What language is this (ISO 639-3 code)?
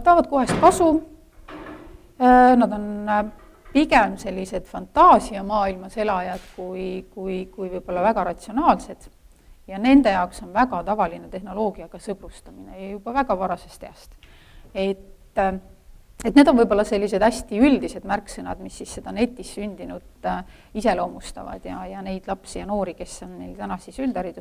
est